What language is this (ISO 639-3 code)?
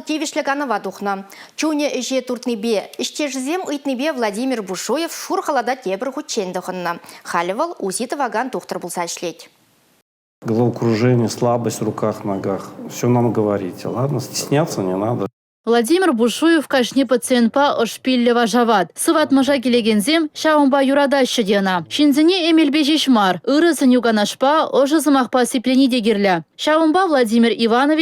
chv